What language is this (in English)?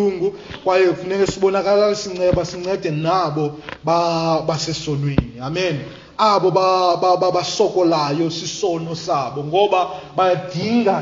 Xhosa